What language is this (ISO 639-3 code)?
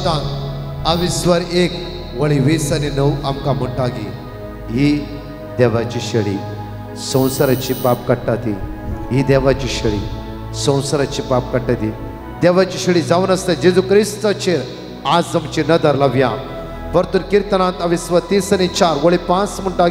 kok